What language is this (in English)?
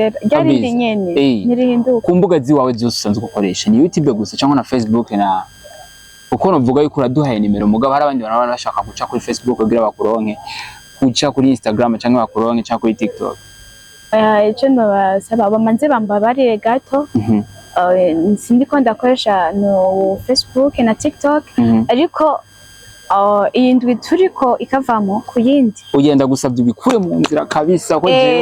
Rundi